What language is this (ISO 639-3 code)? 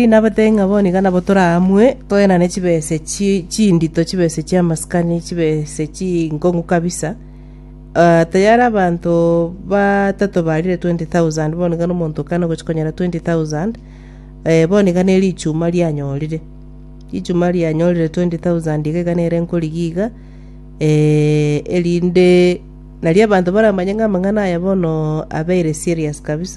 guz